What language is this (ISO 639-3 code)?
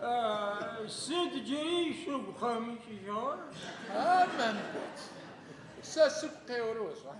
ady